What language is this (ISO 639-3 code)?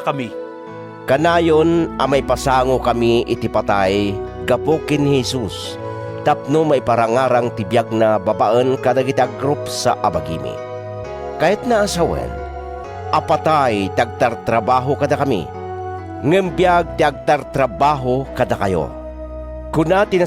ilo